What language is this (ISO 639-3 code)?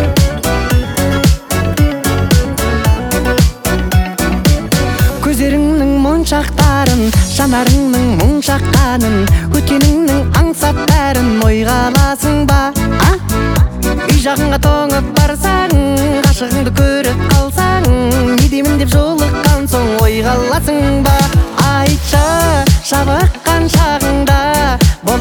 kaz